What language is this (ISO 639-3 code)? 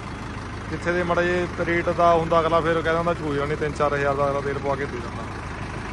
pan